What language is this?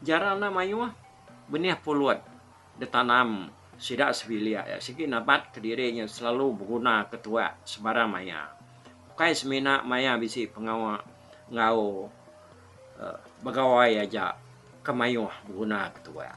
Iban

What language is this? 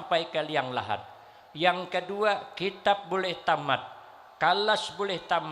Banjar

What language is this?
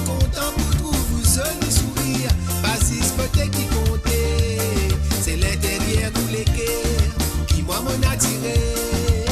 Morisyen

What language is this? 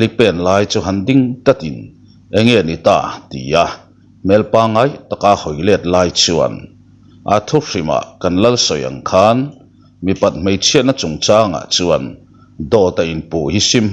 Mizo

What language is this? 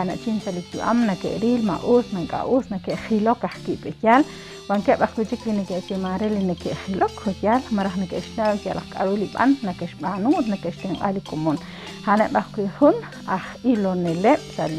Kekchí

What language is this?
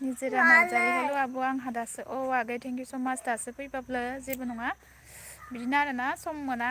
Bodo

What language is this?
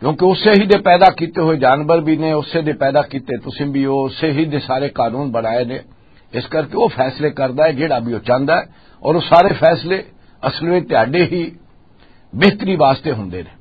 Western Panjabi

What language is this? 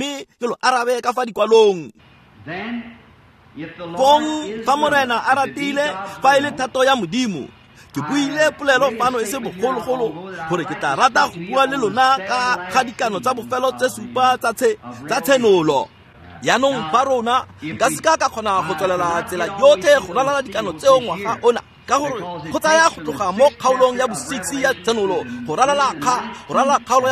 Tswana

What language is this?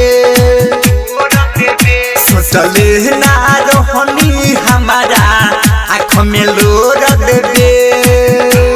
Bhojpuri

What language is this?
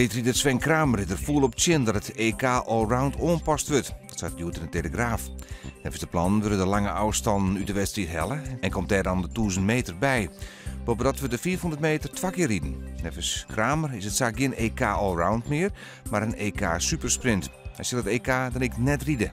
Western Frisian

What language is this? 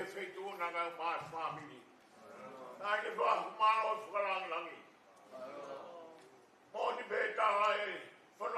Tongan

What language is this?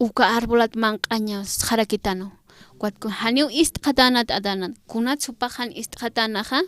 Aymara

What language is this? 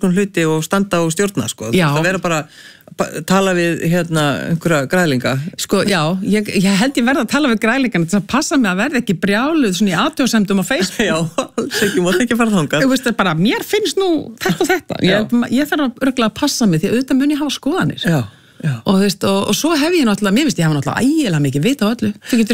Icelandic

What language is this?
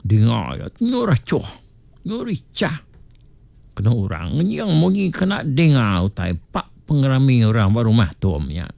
Iban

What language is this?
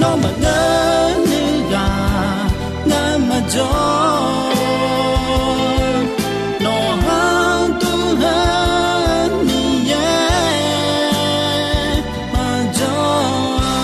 Akha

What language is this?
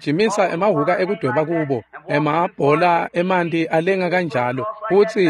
Swati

